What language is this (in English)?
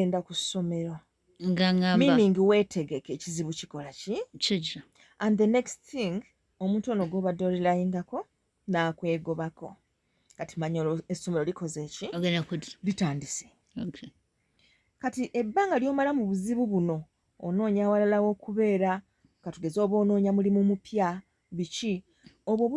Ganda